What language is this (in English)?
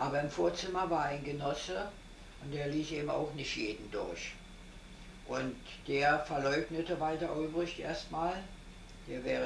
German